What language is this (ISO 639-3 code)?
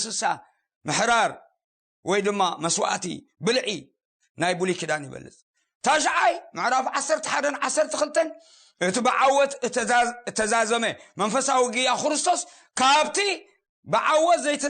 tir